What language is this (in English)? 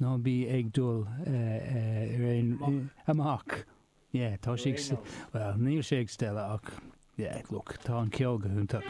Irish